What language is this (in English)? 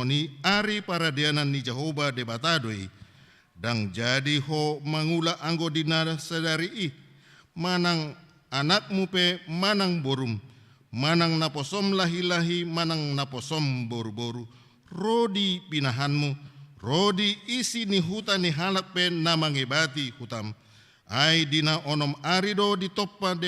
Batak Toba